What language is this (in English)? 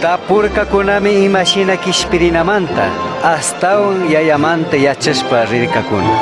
Chimborazo Highland Quichua